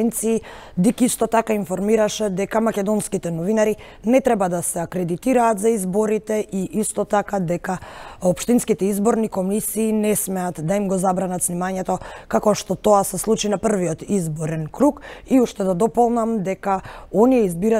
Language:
Macedonian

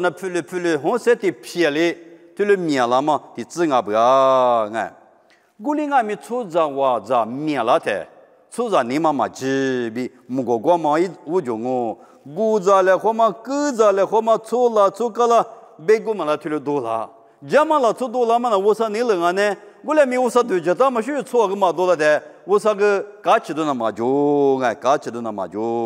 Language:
Lisu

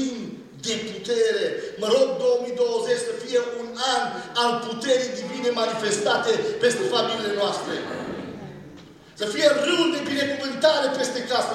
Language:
Romanian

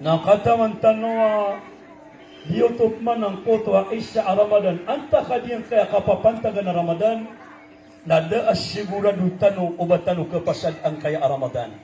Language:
Maranao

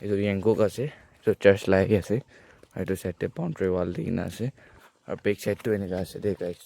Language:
Naga Pidgin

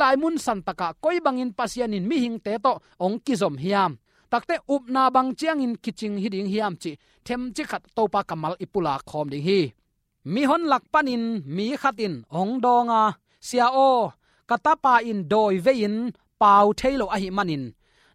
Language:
Tedim Chin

